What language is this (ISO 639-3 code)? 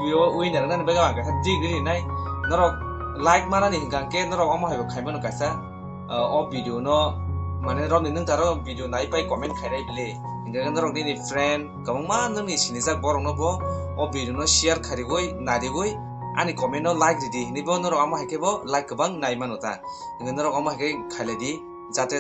trp